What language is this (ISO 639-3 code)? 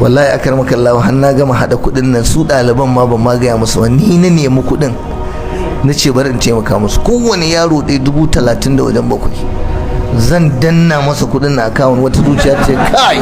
hau